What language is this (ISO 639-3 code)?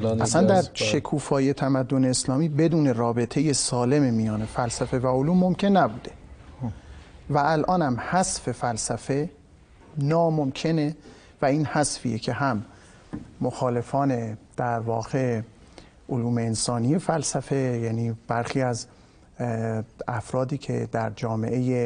fas